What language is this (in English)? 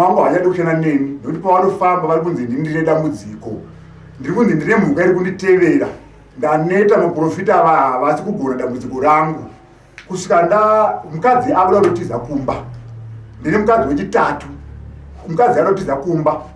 Shona